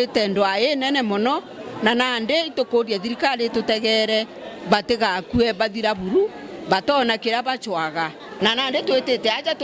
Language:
Meru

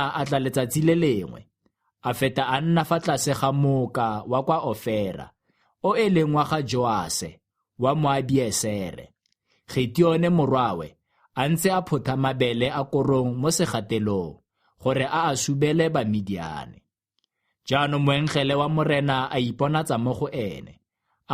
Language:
Tswana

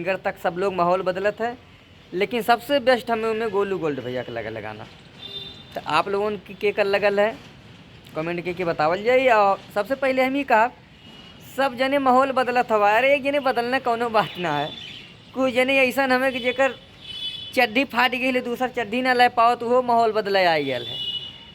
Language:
Bhojpuri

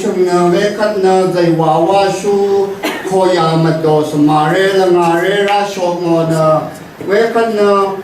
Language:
Rawang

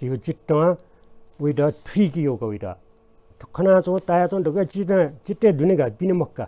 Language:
Newari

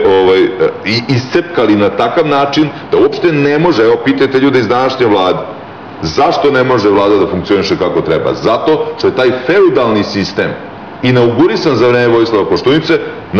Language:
Serbian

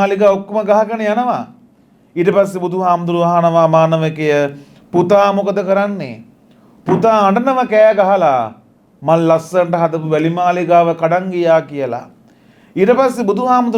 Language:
Sinhala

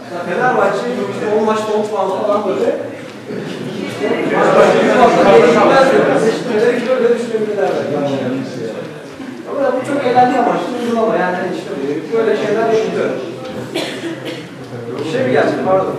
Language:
Turkish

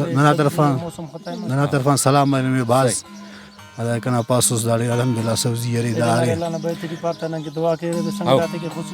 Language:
Brahui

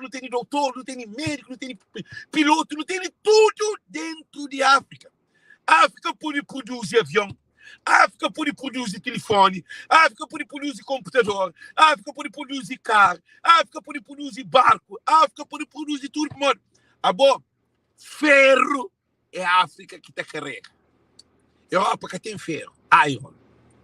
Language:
Kabuverdianu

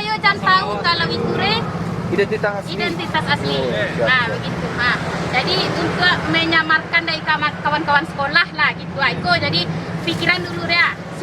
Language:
Minangkabau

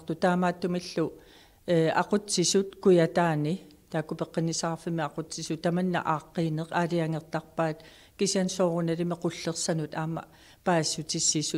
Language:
Kalaallisut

